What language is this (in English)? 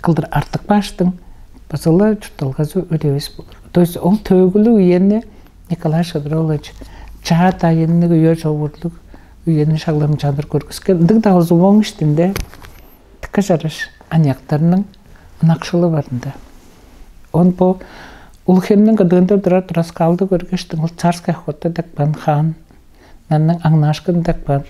Tuvinian